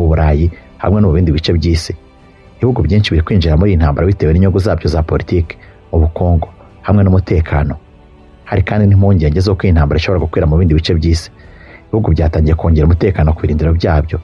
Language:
Kinyarwanda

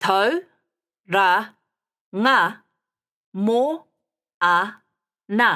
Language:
Māori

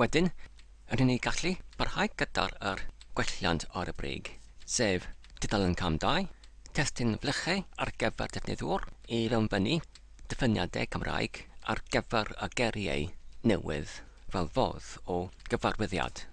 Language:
Welsh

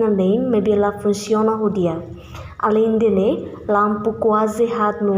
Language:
Tetum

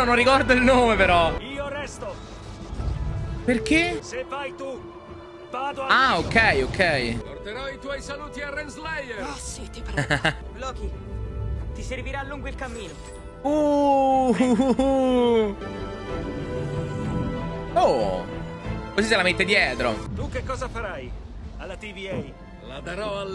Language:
Italian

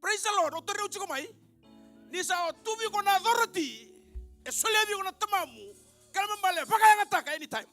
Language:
Fijian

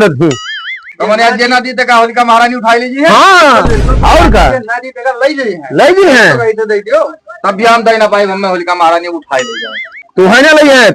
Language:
Awadhi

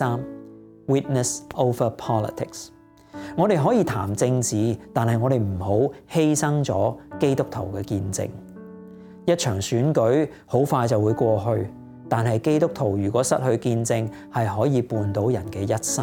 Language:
Cantonese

